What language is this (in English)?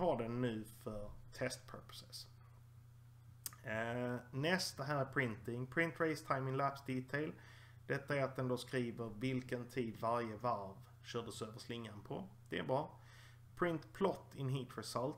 Swedish